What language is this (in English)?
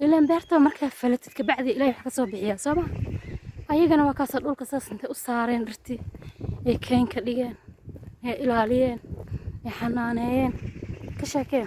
Somali